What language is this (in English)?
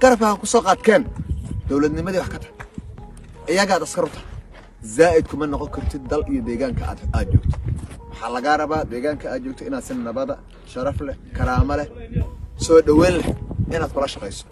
Somali